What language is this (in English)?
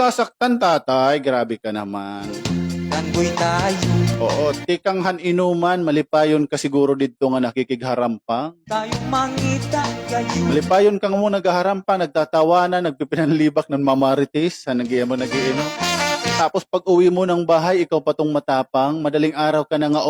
Waray